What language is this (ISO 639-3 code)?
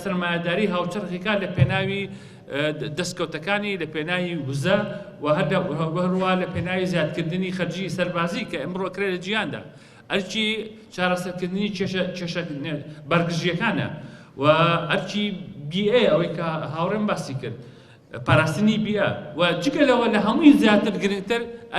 ckb